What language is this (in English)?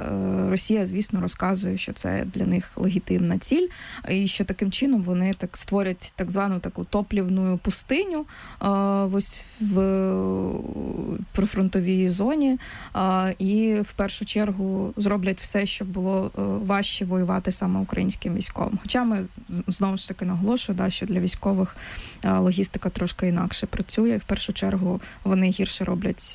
Ukrainian